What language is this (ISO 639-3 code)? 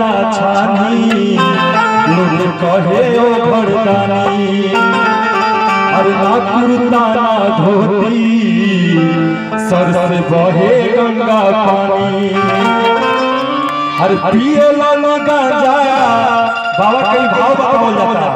bho